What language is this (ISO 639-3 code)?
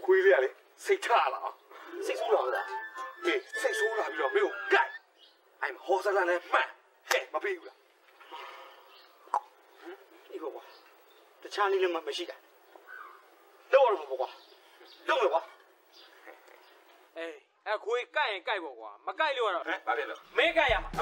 mya